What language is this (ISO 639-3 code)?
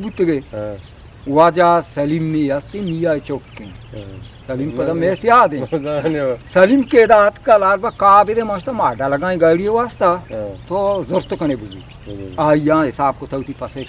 bgp